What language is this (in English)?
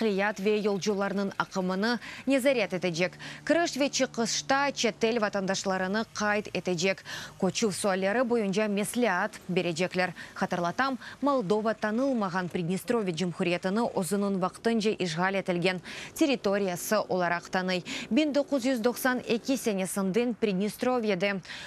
Crimean Tatar